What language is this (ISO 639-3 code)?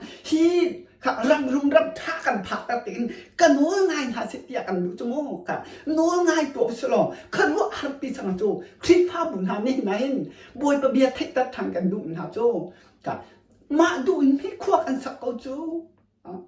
cnh